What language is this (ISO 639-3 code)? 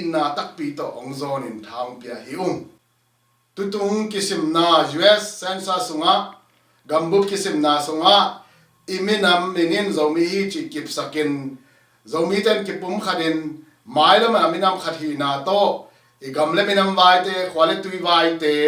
ctd